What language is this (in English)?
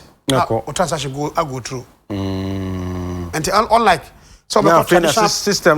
Akan